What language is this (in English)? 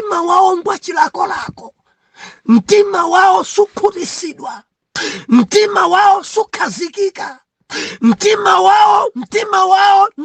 Nyanja